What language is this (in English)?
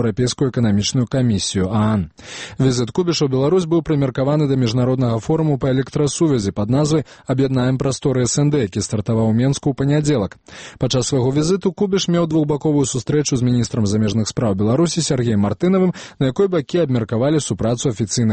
Belarusian